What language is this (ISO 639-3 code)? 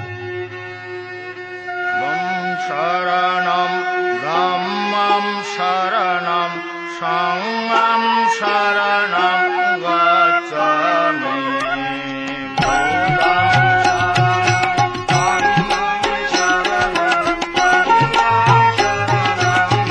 ben